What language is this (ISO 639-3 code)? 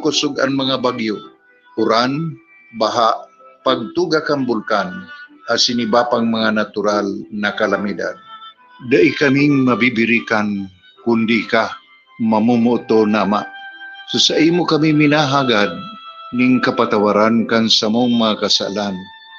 bik